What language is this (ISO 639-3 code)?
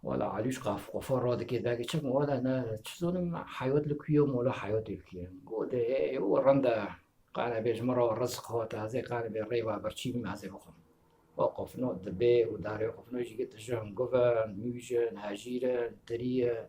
kur